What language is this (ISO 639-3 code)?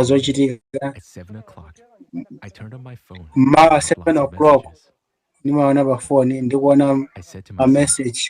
nya